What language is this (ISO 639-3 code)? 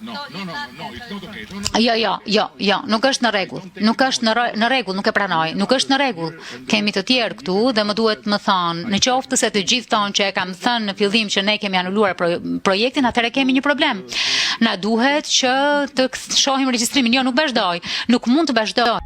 sqi